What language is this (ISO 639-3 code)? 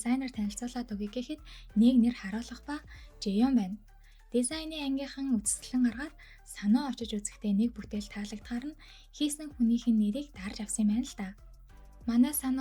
mon